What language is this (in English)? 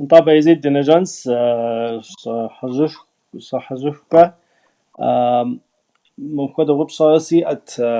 Kabardian